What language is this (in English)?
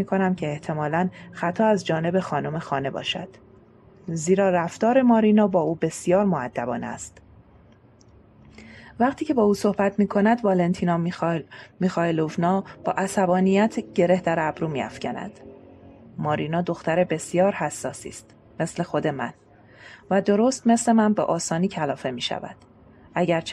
Persian